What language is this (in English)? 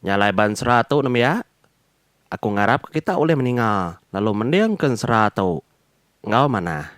Iban